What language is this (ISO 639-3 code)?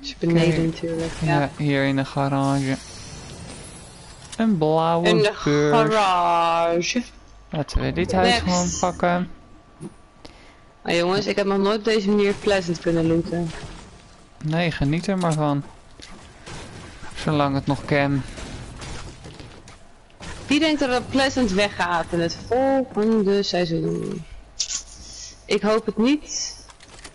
nld